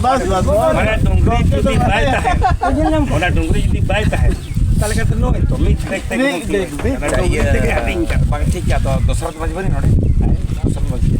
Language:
Santali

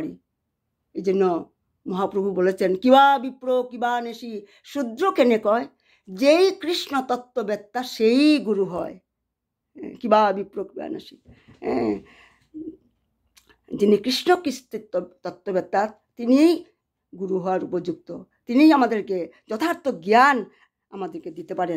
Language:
Bangla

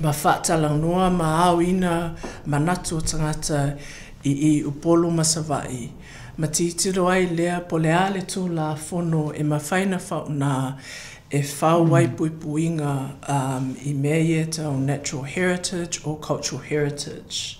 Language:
Samoan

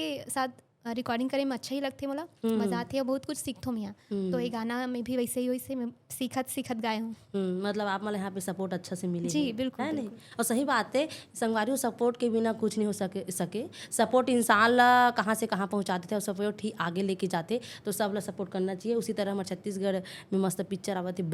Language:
Chhattisgarhi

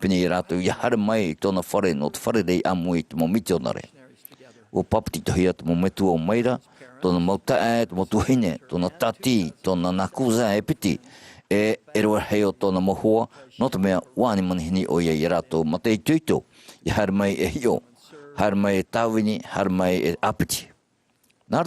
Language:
Tahitian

